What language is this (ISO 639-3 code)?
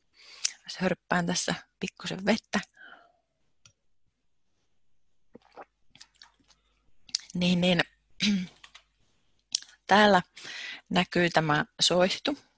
fin